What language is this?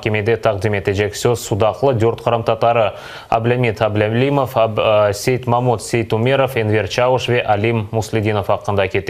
Crimean Tatar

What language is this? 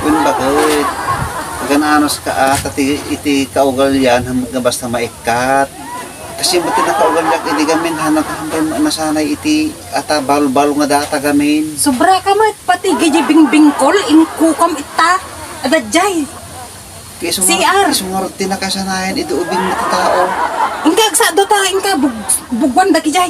Iloko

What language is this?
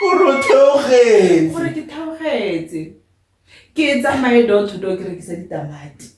Tswana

